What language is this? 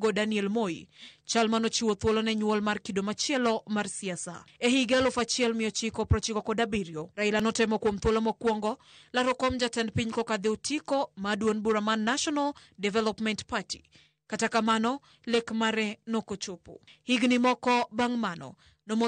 Luo (Kenya and Tanzania)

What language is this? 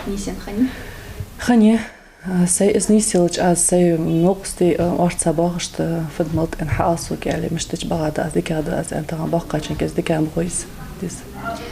Ingush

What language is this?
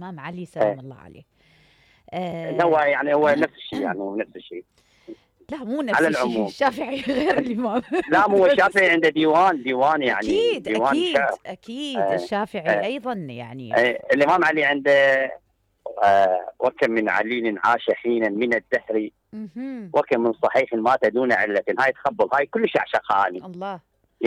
Mesopotamian Arabic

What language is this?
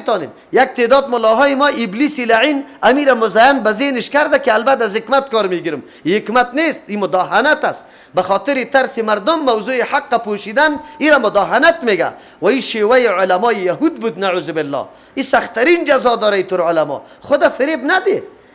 Persian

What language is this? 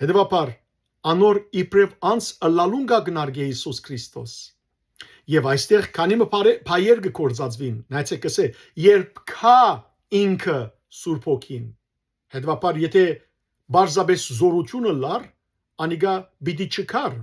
Western Armenian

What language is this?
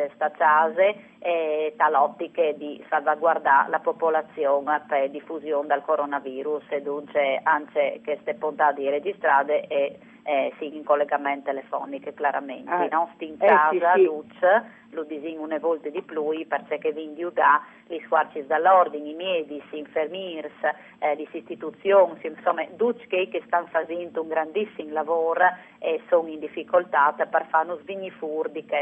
Friulian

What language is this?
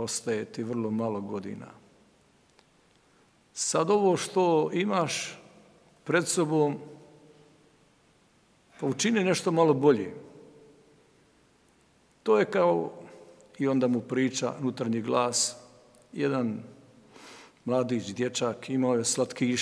Croatian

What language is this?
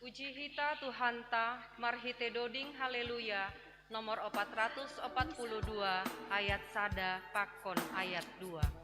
Batak Simalungun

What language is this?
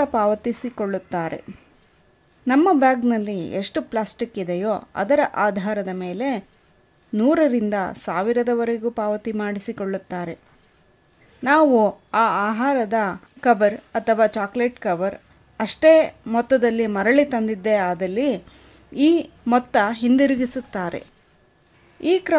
Kannada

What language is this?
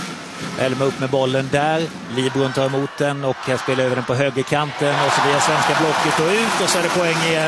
Swedish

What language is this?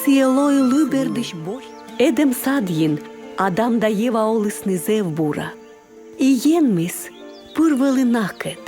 Komi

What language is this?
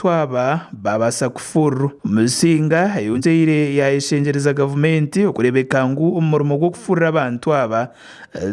Nyankole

